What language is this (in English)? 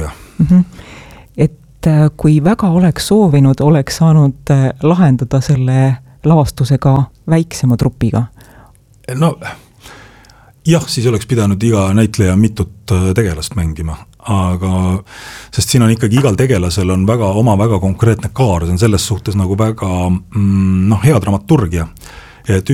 Estonian